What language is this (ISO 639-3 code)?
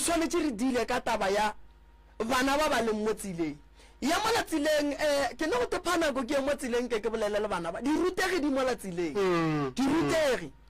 nso